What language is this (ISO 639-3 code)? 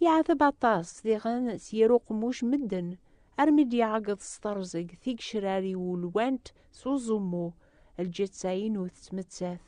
kab